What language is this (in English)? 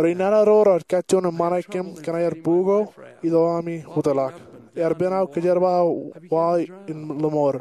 Marshallese